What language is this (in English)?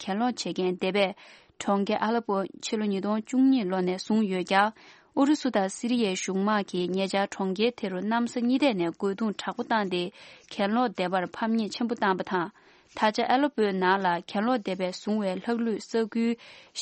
Tibetan